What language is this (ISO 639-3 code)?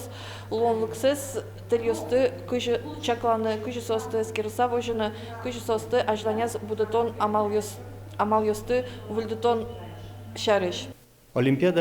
udm